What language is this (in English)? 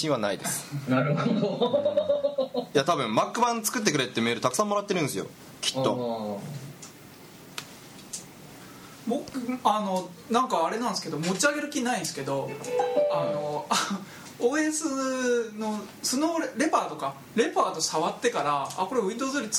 Japanese